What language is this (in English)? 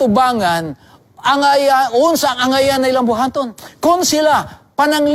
Cebuano